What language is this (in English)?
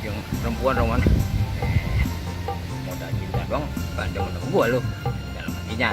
Betawi